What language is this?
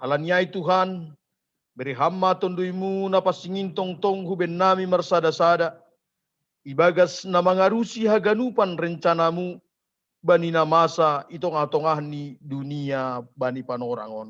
Batak Simalungun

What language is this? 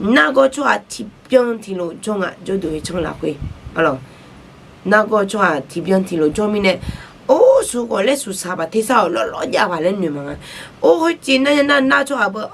Akha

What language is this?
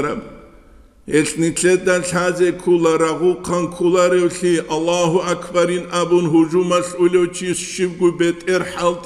Avaric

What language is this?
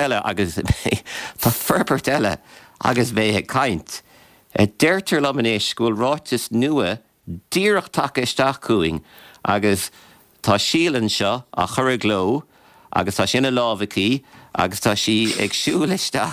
Irish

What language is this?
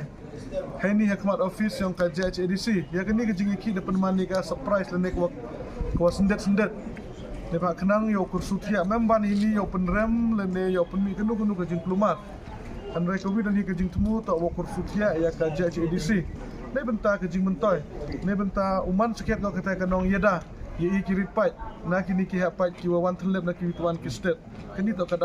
Khasi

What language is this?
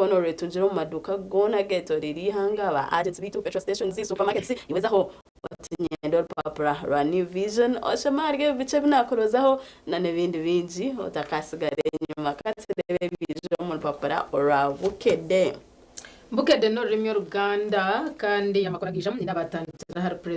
Nyankole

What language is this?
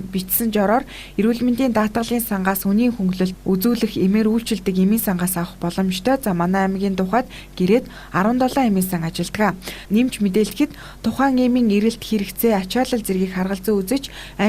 Mongolian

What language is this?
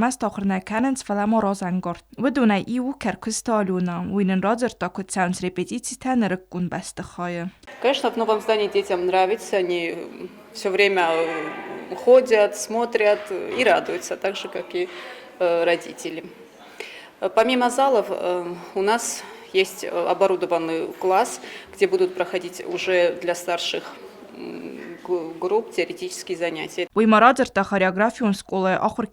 Ossetic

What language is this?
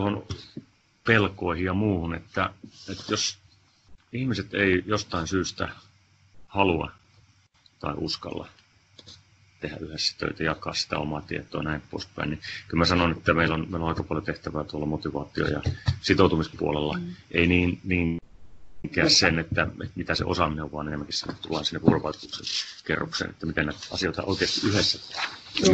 Finnish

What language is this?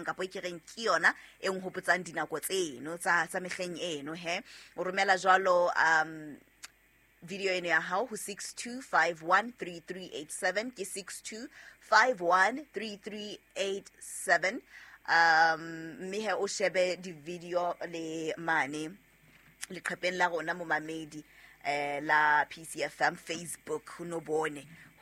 Southern Sotho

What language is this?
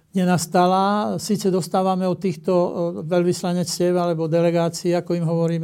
Slovak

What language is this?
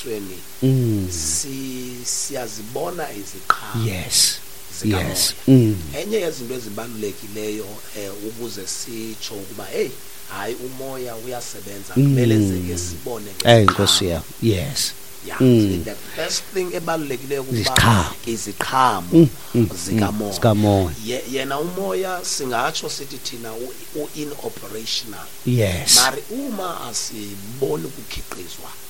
Xhosa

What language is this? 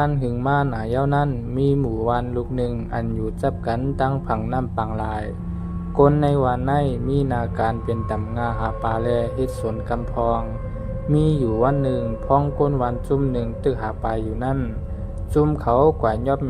Shan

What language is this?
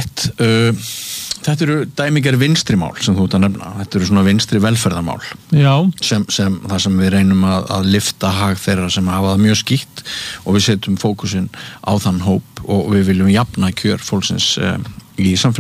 Icelandic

